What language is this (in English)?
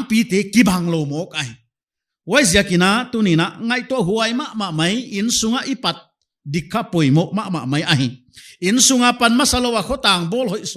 Paite Chin